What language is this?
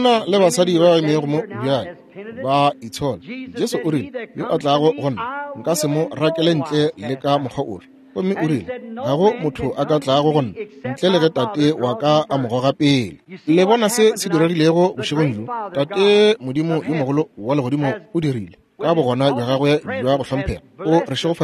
Northern Sotho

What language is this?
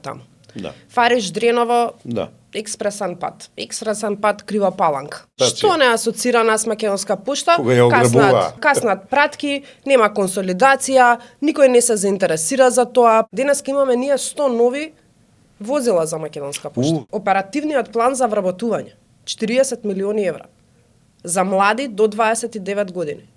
Macedonian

